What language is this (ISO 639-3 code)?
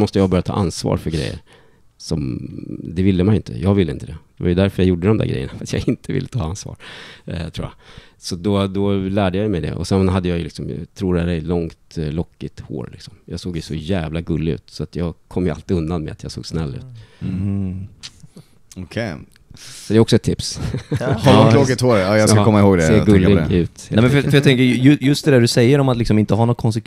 swe